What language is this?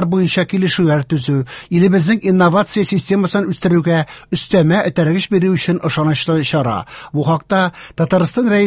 Tatar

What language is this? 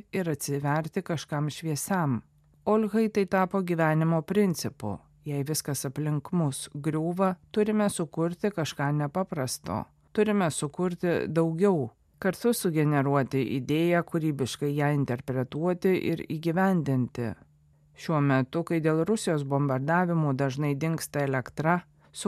Lithuanian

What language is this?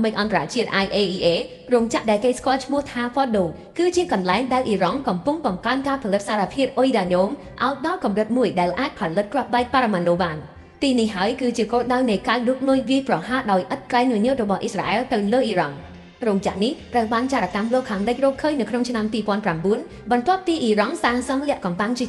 Khmer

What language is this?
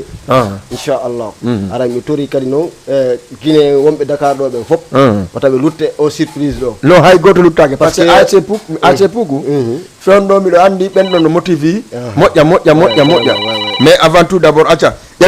Fula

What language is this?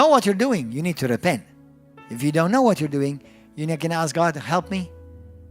English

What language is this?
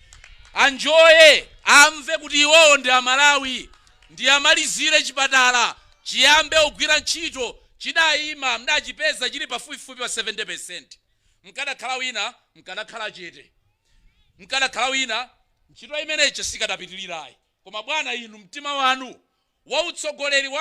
Nyanja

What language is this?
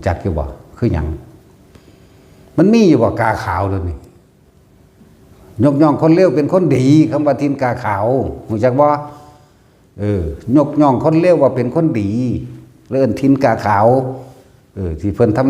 Northeastern Thai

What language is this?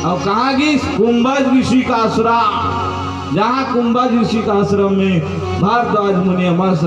Chhattisgarhi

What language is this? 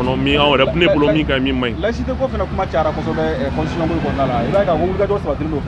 Bambara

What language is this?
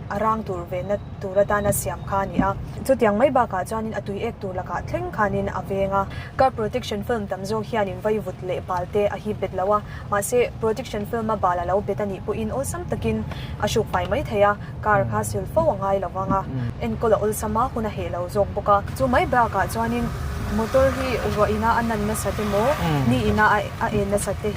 Mizo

